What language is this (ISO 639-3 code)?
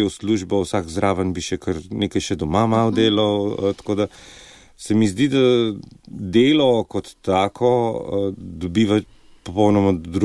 slv